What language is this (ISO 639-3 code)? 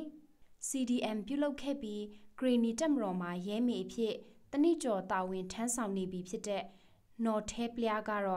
mya